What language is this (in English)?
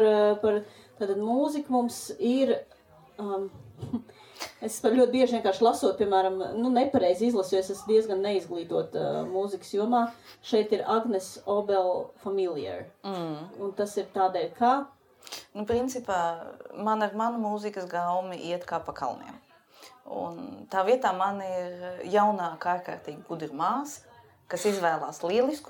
Latvian